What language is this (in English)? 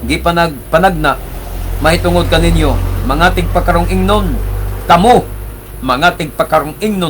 Cebuano